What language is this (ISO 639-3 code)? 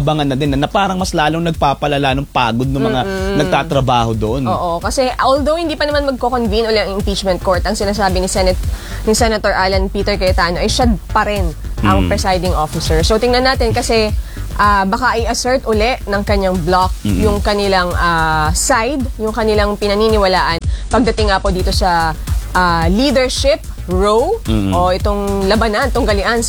fil